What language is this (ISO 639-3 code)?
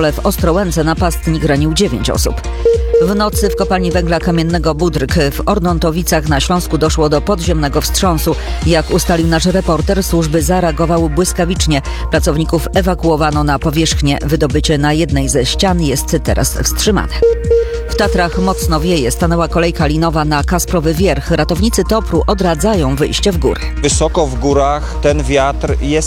pol